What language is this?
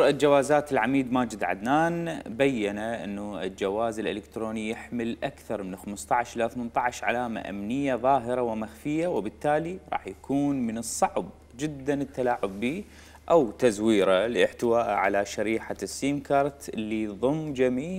Mesopotamian Arabic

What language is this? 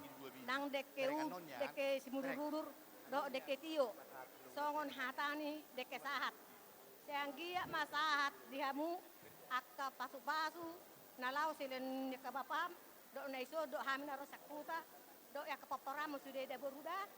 Batak Toba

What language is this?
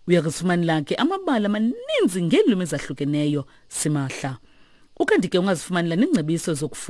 Xhosa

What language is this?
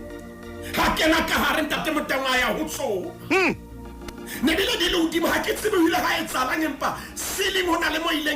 Southern Sotho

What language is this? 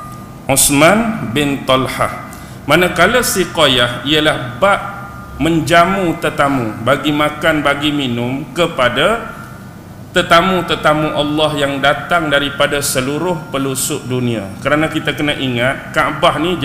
Malay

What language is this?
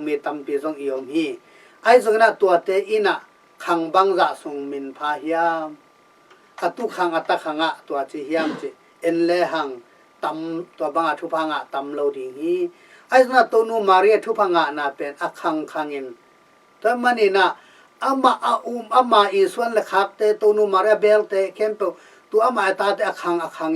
Tedim Chin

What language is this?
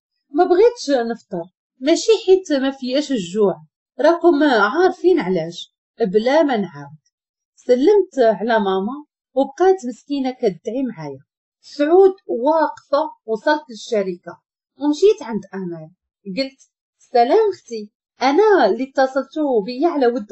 Moroccan Arabic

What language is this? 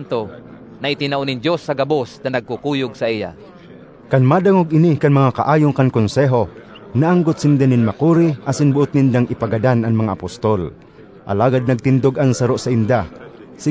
Bikol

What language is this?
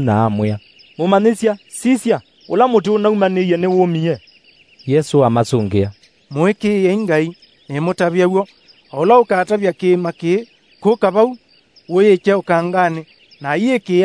Kamba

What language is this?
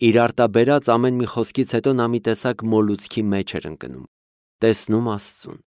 Armenian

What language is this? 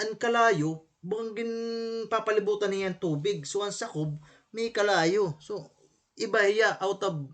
Waray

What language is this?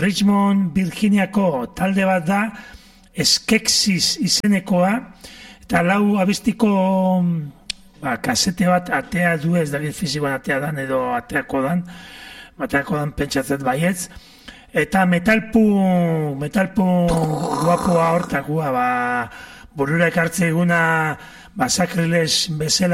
Basque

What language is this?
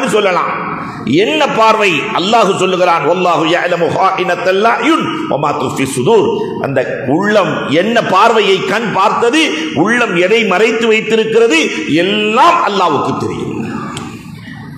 Tamil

